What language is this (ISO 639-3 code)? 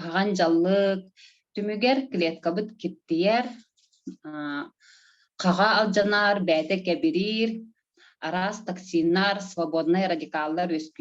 sah